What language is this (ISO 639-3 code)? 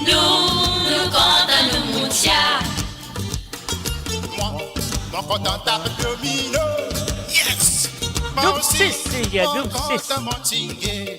mfe